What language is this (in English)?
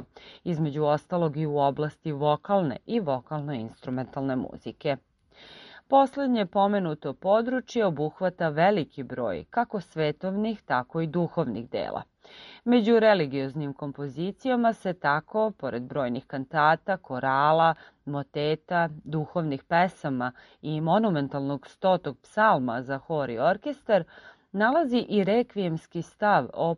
Serbian